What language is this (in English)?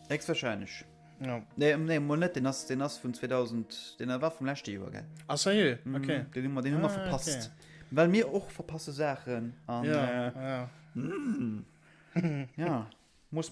Luxembourgish